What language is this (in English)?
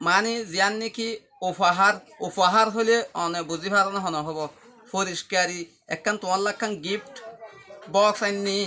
Rohingya